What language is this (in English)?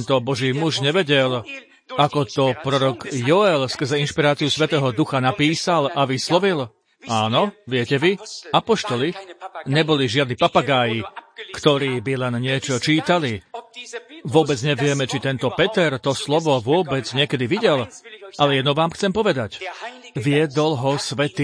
Slovak